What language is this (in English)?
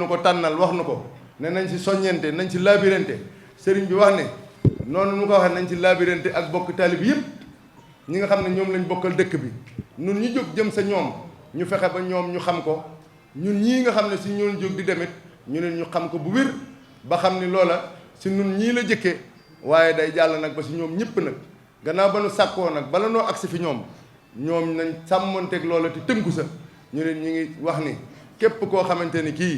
Wolof